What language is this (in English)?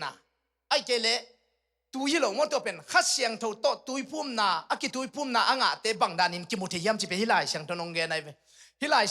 Tedim Chin